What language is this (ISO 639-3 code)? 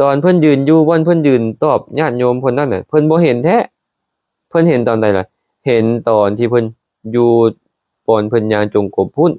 lao